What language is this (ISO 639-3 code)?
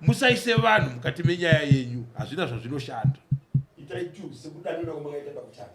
sna